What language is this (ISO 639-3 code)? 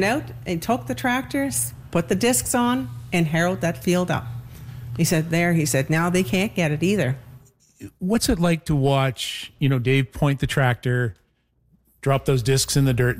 eng